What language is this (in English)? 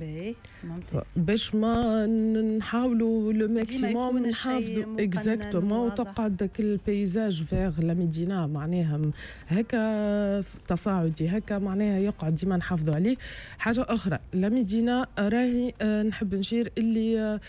Tunisian Arabic